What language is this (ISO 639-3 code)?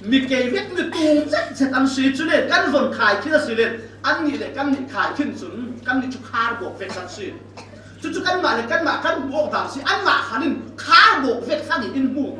cfm